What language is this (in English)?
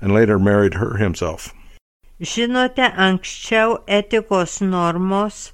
Lithuanian